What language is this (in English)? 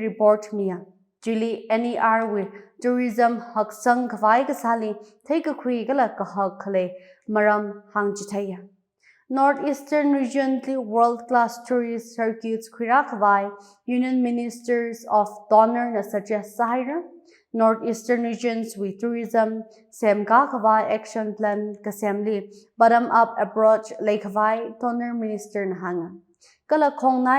Tangkhul Naga (India)